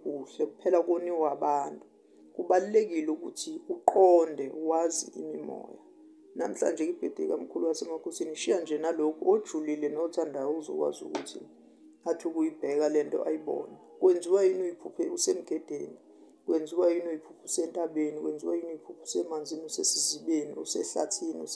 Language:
Zulu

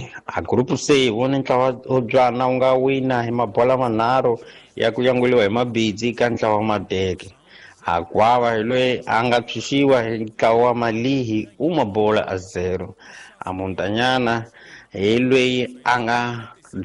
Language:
Tsonga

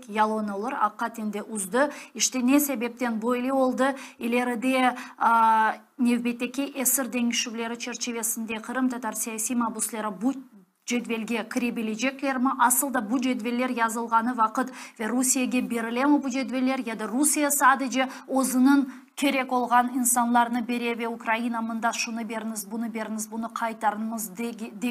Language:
Crimean Tatar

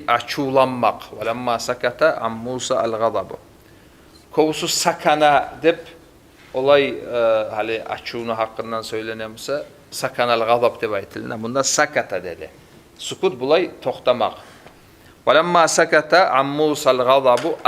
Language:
Kumyk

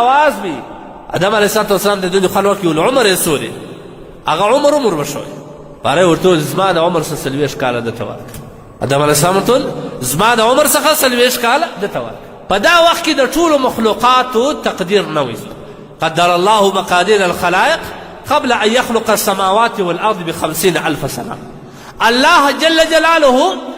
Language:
Pashto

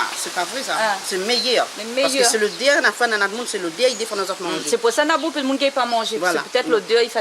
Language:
Réunion Creole French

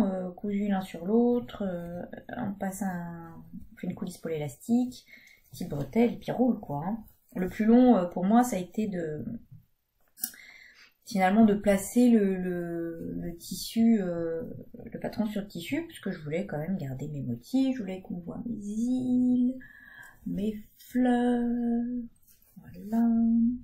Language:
French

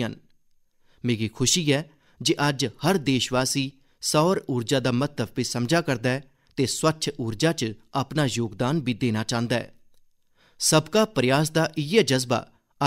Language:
Dogri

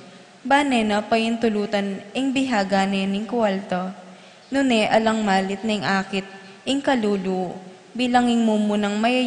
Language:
Pampanga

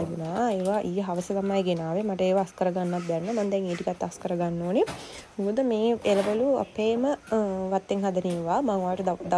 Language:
Sinhala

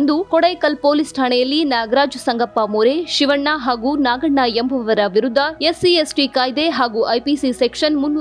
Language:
Kannada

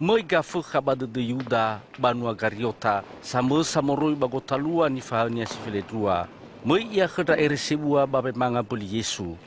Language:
Nias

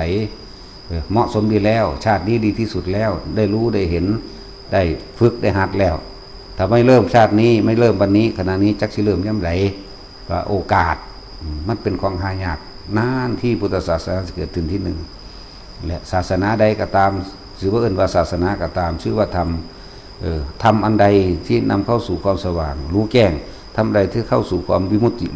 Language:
Northeastern Thai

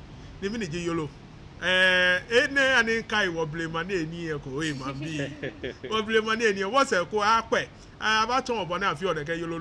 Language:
Ga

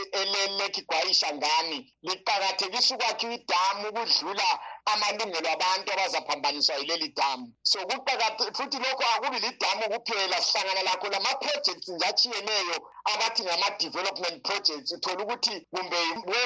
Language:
North Ndebele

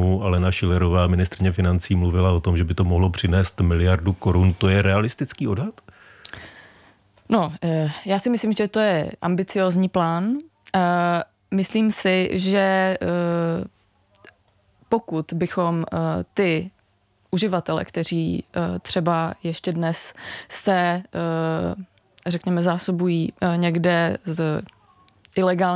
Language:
Czech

